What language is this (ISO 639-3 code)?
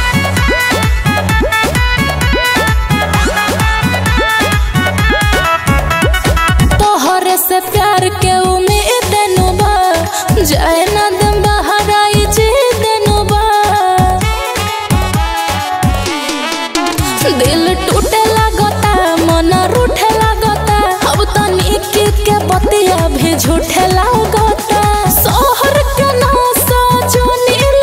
bho